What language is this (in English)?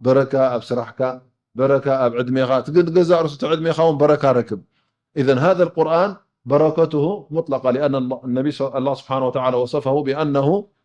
Tigrinya